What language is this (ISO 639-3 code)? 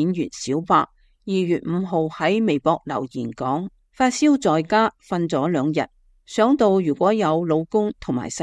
yue